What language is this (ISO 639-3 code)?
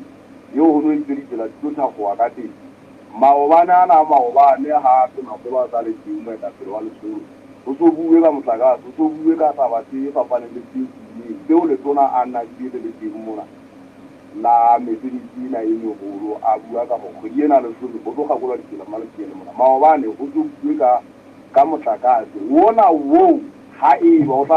sot